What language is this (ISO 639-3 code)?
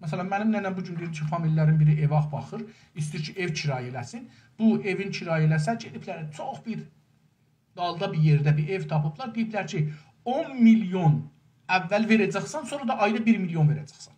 azb